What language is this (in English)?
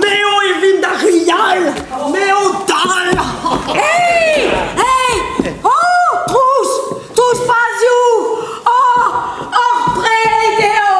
Breton